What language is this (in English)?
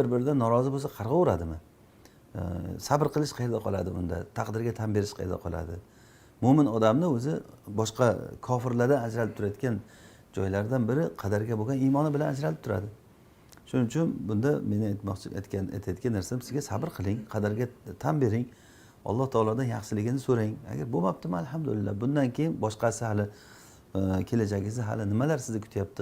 Uzbek